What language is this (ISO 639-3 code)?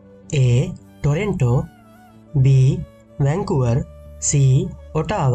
sin